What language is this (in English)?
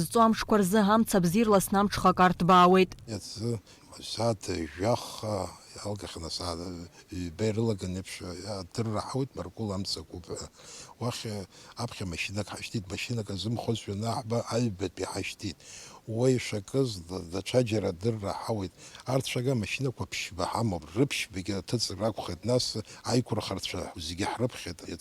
Abkhazian